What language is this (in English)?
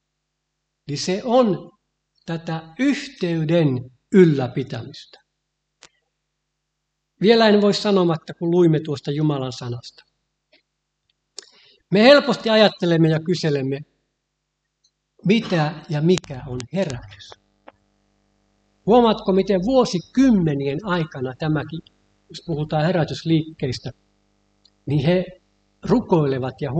Finnish